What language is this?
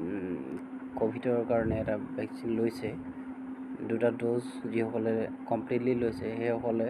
Assamese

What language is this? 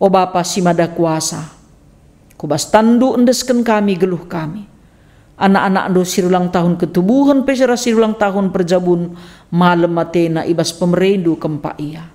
Batak Karo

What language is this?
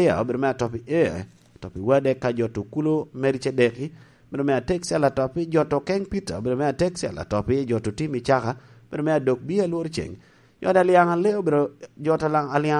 Lango (Uganda)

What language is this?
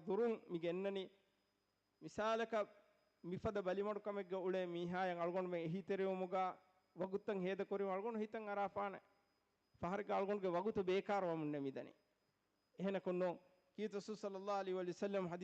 Divehi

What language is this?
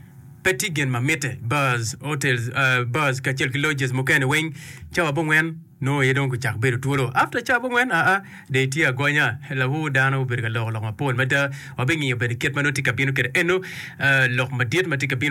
Acoli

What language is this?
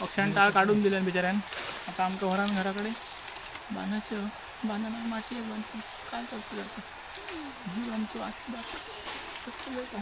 Konkani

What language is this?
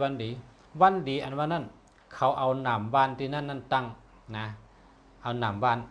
Shan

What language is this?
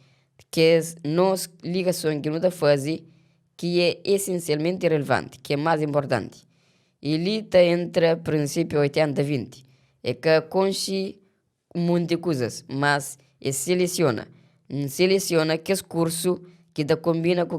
Kabuverdianu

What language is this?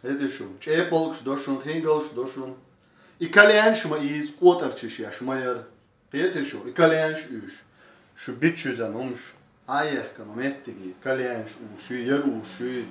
Chechen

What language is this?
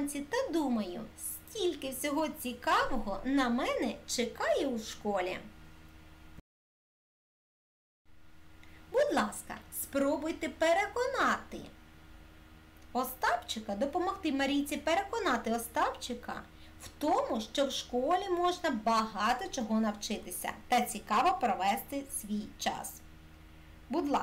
Ukrainian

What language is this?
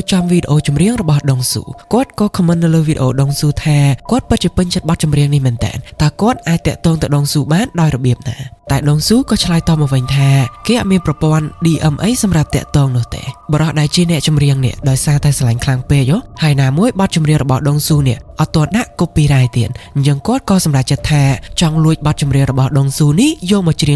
Khmer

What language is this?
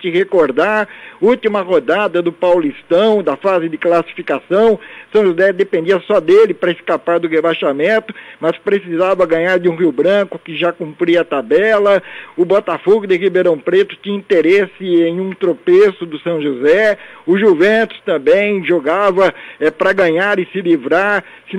Portuguese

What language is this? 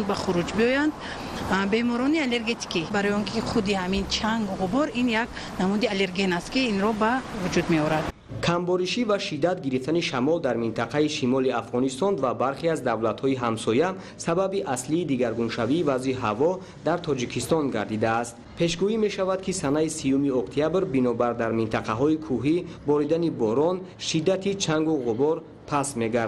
Tajik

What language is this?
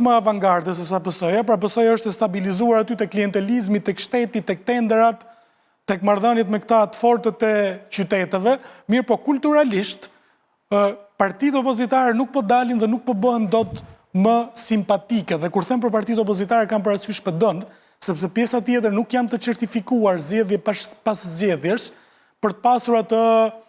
Albanian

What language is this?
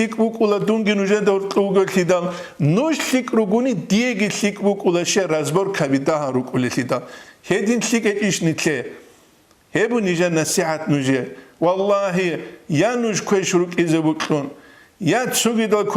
Avaric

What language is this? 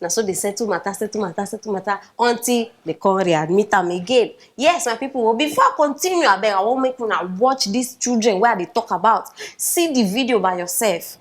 Nigerian Pidgin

